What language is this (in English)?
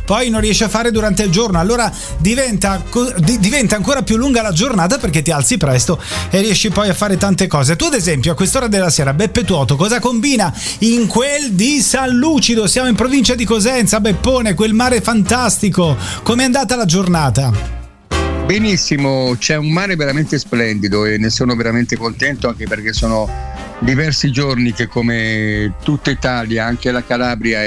Italian